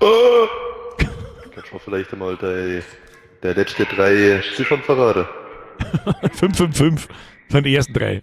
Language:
Bavarian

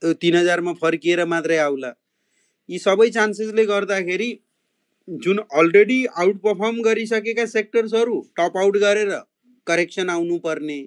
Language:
Nepali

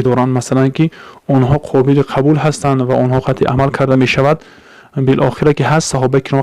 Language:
Tajik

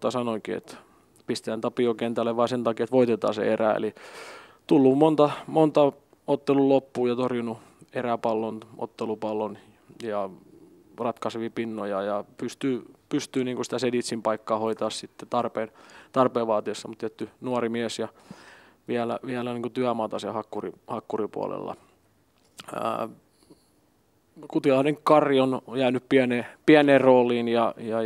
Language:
Finnish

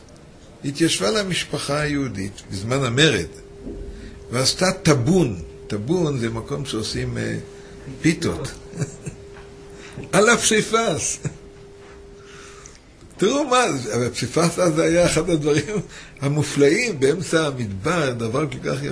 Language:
Hebrew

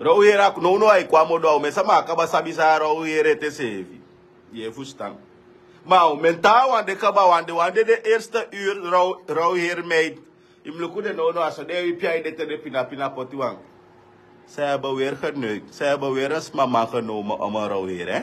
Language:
Sranan Tongo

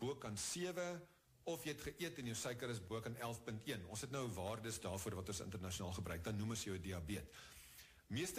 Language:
Afrikaans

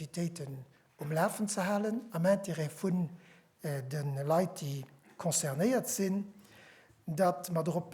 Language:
Luxembourgish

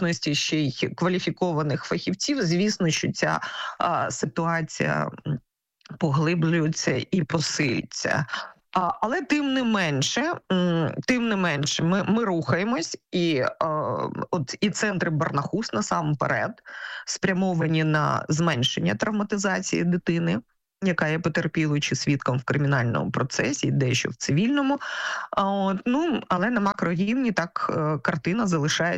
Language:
Ukrainian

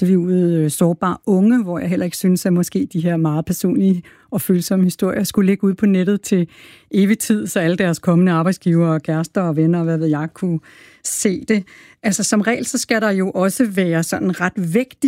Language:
Danish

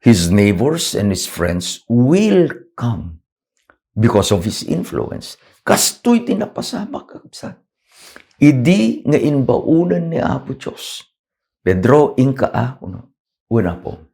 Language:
Iloko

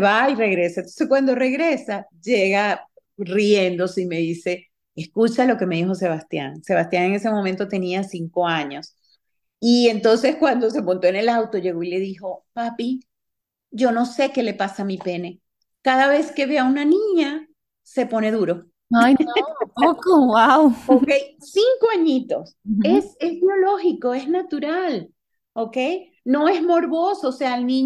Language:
Spanish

